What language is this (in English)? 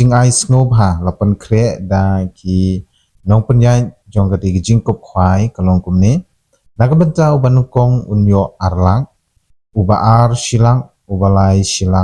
Khasi